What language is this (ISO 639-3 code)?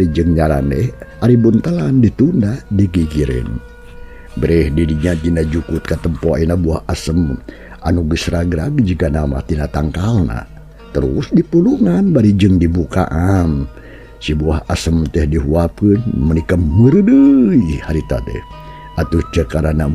sun